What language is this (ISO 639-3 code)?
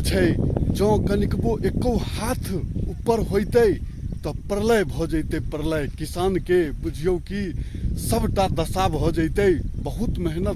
mai